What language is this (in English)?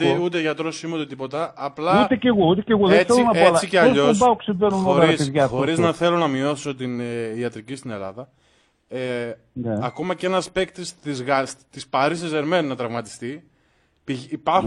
Greek